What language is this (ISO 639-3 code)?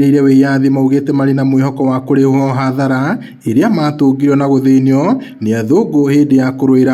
kik